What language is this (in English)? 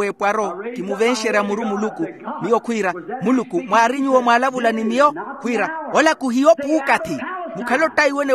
Makhuwa